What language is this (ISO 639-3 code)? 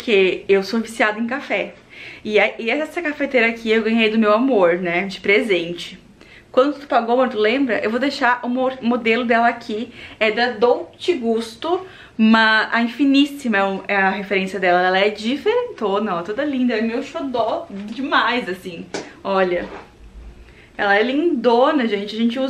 por